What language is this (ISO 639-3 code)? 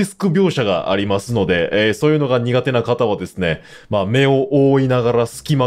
jpn